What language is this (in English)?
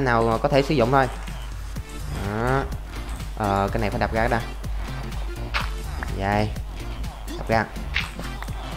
Vietnamese